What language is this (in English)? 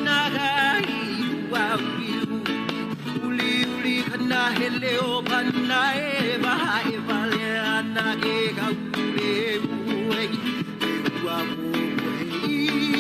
Hawaiian